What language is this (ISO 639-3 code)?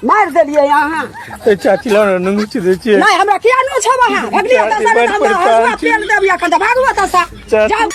mai